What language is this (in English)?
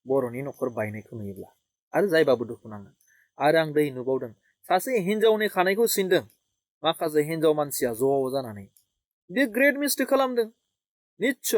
Bodo